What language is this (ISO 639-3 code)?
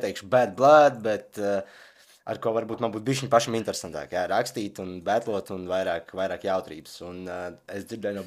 lav